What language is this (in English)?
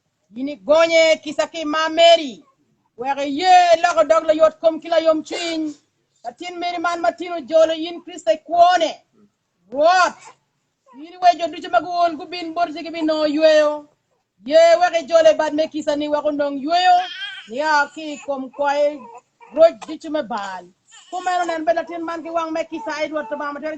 Acoli